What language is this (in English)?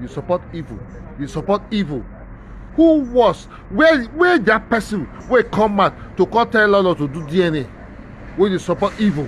Nigerian Pidgin